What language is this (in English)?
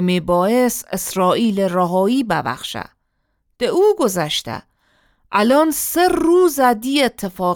Gilaki